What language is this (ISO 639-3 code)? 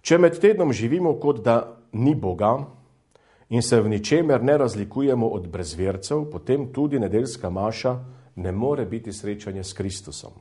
slv